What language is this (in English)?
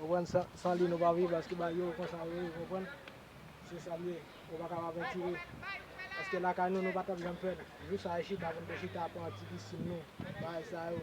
Haitian Creole